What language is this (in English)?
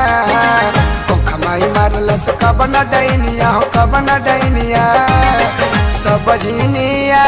Bhojpuri